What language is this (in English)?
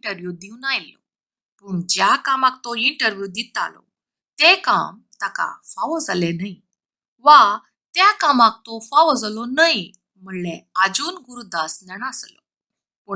Konkani